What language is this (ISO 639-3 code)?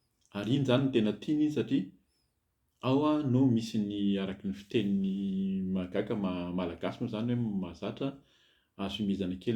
mlg